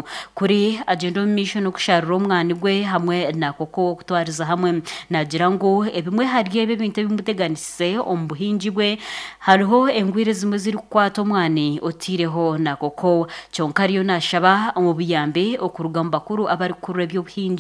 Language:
Nyankole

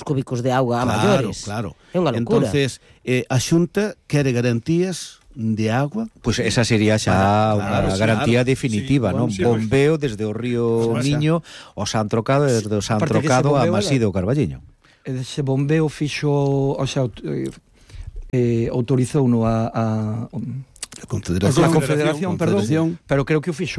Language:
Galician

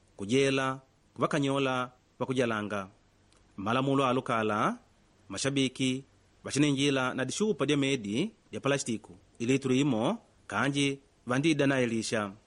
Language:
Makonde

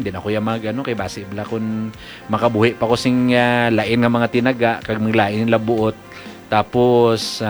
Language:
Hiligaynon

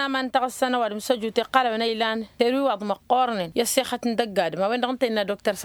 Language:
Tamasheq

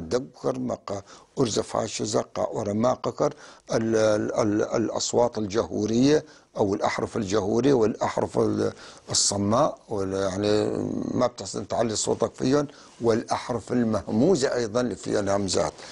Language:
North Levantine Arabic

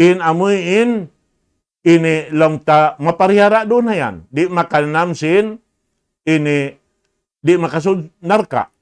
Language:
Tausug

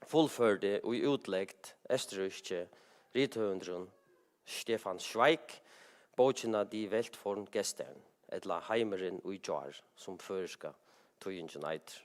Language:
Faroese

